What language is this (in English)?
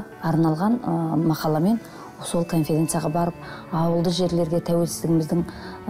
Kazakh